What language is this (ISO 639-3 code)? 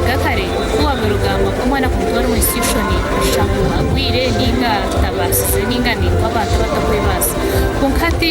nyn